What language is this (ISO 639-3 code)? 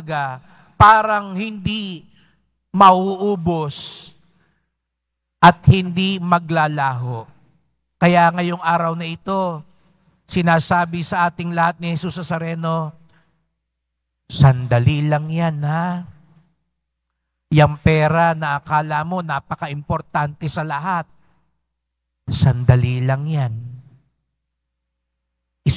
fil